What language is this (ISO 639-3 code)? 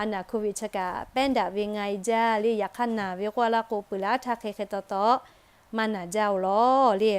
lhu